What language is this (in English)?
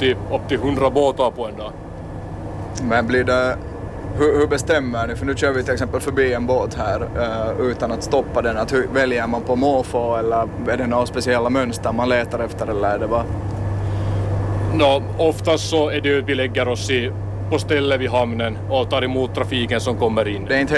Swedish